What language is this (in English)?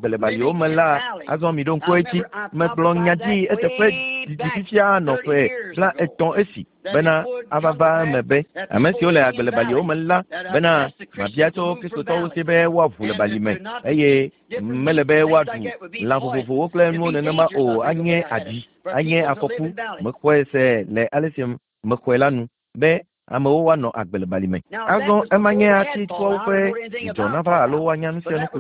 Ewe